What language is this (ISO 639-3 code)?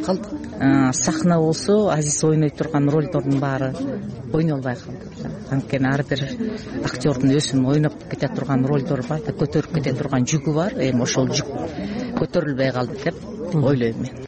kir